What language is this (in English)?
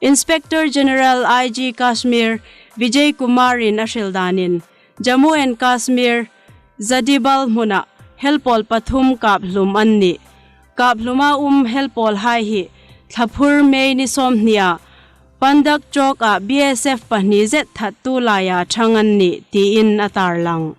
Hmar